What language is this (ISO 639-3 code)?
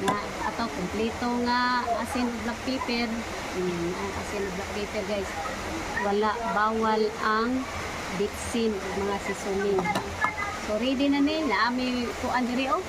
ceb